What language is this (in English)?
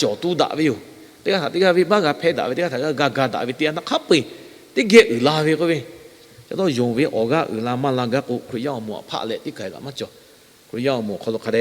Lahu